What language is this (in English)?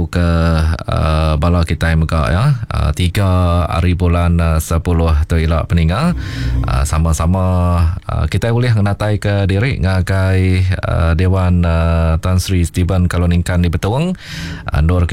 Iban